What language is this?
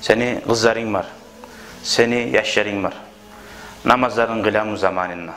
Kumyk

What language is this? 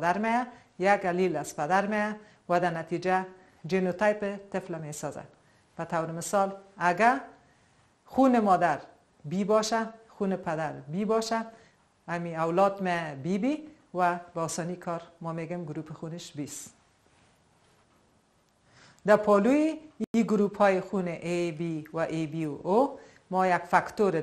Persian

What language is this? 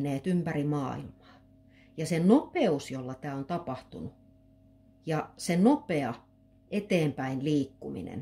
Finnish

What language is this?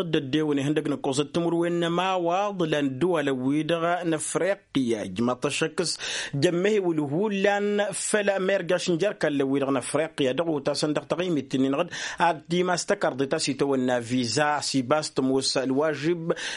Tamasheq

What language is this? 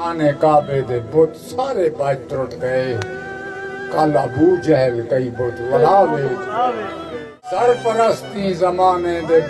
Saraiki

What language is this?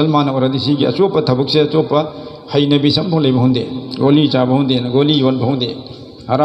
Manipuri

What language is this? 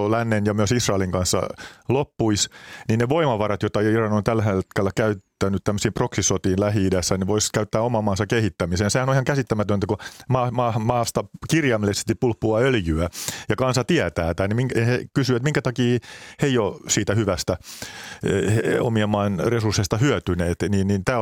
Finnish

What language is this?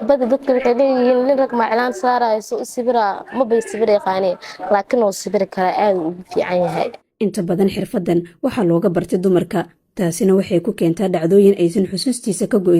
Somali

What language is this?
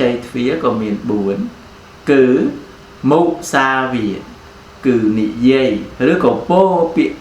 Khmer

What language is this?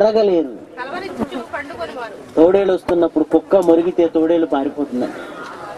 Telugu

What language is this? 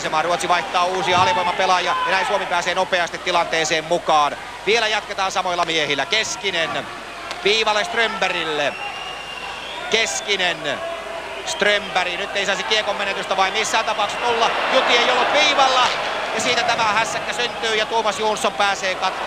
Finnish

